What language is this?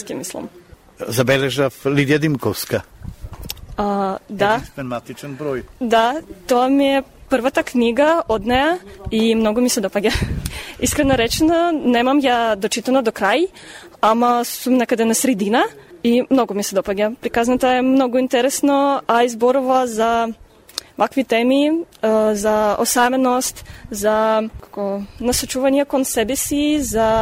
Macedonian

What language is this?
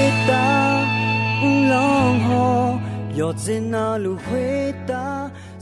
Akha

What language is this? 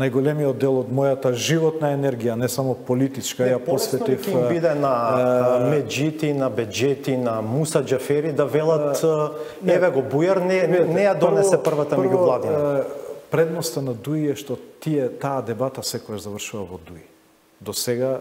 Macedonian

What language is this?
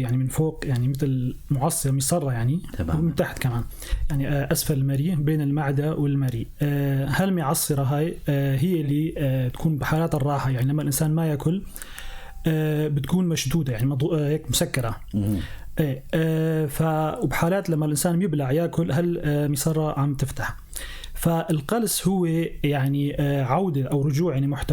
North Levantine Arabic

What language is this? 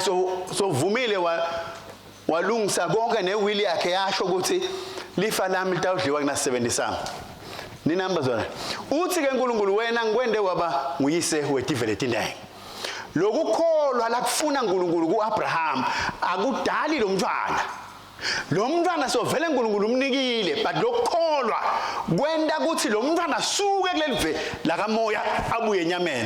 Swati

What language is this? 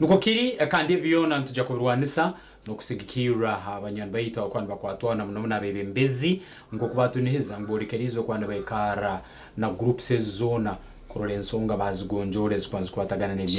Nyankole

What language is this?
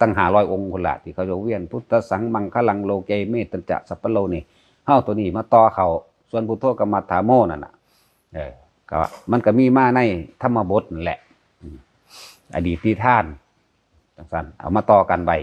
Northeastern Thai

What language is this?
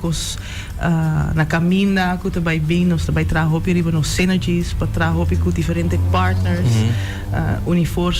Papiamento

